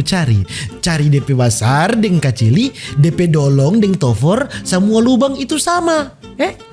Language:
Manado Malay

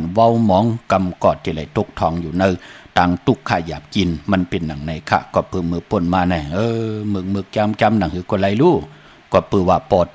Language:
Shan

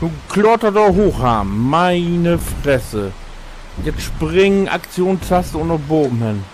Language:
Low German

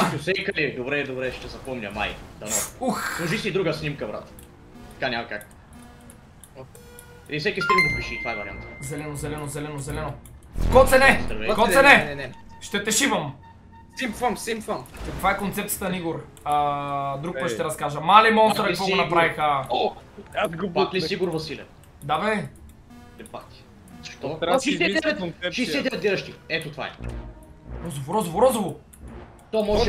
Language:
Bulgarian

